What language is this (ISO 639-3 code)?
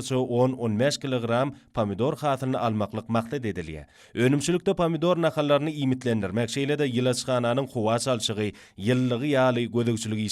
tuk